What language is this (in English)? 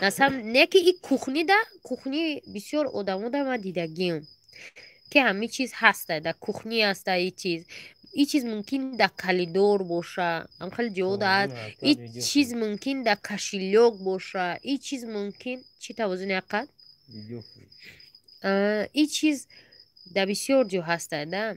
Tajik